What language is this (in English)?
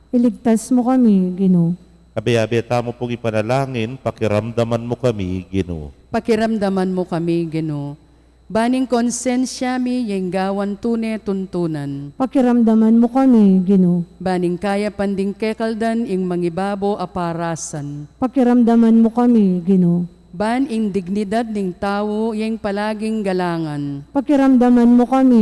Pampanga